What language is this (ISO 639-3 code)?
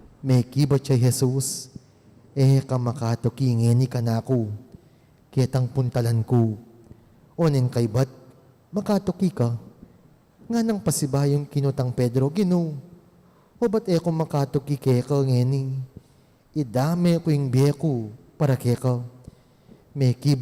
pam